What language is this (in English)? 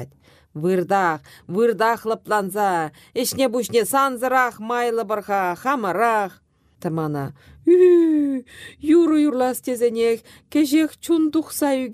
Chuvash